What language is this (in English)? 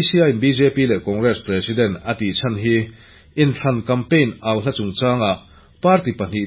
Mizo